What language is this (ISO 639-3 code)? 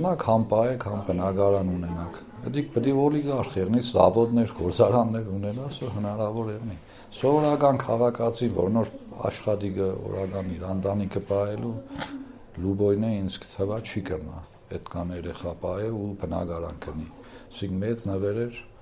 hye